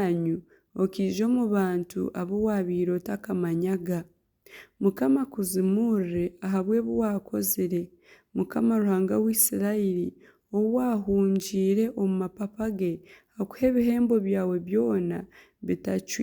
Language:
Nyankole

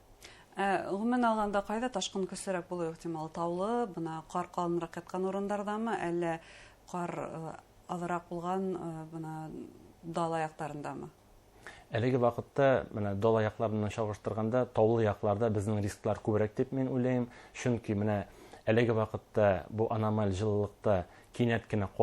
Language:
Bashkir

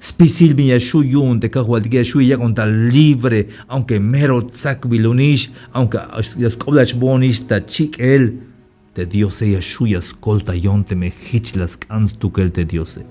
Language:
Tzeltal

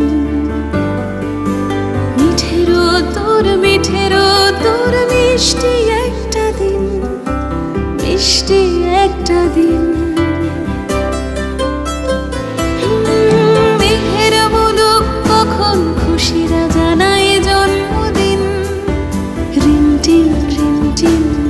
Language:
Bangla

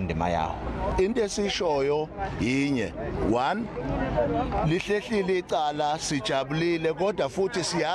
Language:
Zulu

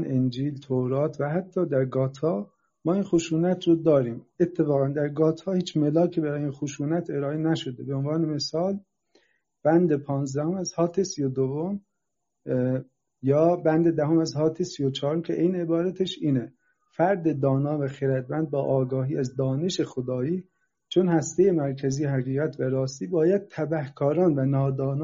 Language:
Persian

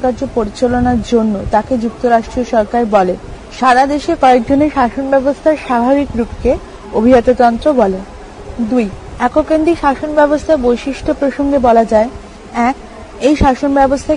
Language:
Bangla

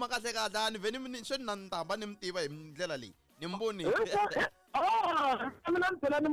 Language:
Tsonga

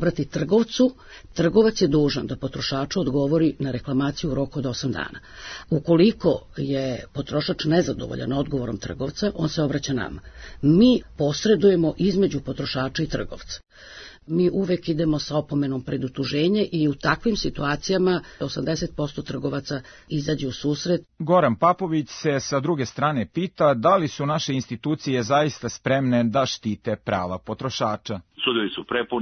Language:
Serbian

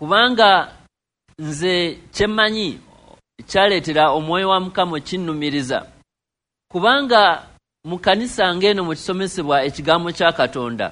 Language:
Ganda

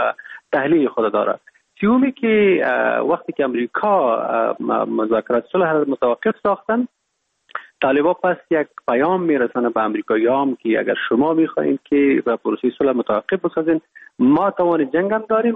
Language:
Persian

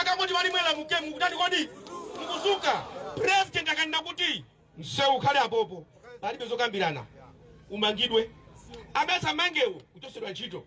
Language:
Nyanja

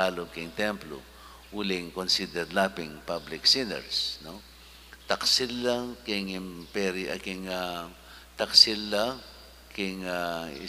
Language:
Pampanga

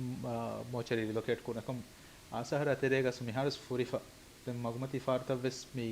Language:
Divehi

